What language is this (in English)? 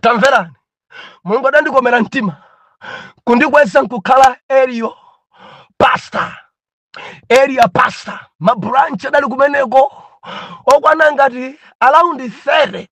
Nyanja